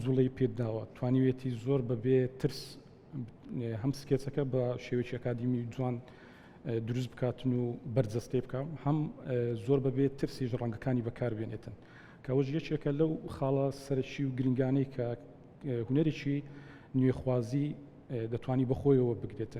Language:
Central Kurdish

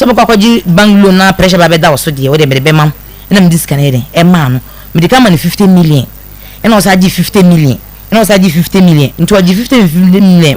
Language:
Akan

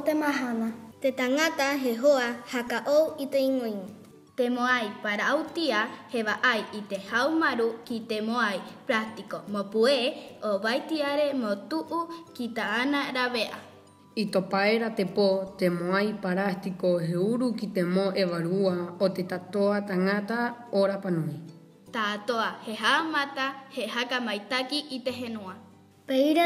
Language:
Rapanui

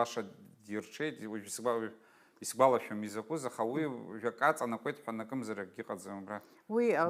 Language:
Abkhazian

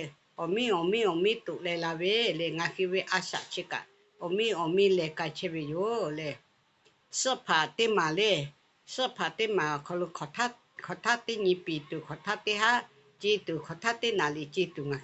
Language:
Lahu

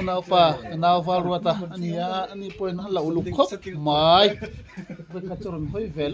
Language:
Mizo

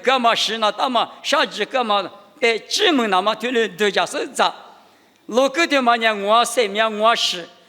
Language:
Lisu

